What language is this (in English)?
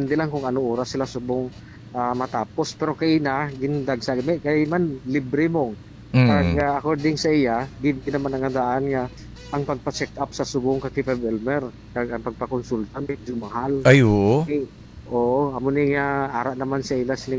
Hiligaynon